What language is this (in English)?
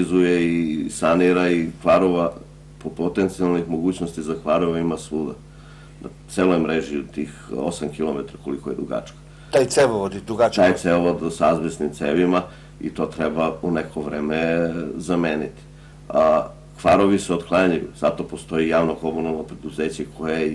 Serbian